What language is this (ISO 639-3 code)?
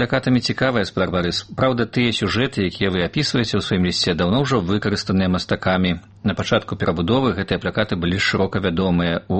bel